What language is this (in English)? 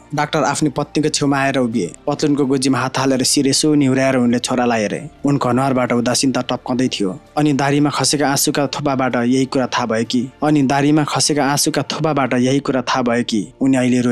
Nepali